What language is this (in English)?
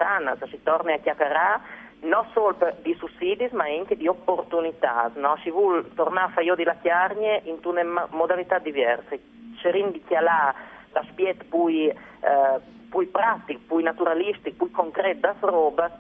Friulian